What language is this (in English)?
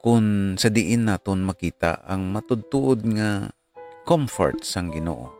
Hiligaynon